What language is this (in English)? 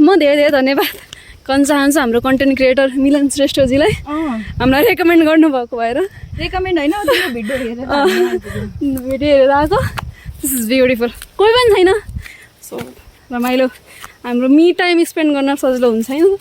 Nepali